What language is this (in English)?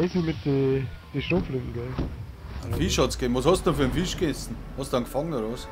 Bavarian